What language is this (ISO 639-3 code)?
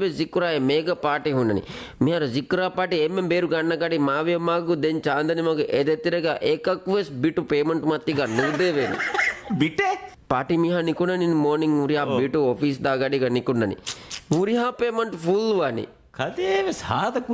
div